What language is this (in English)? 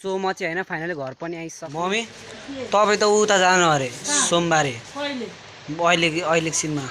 Nepali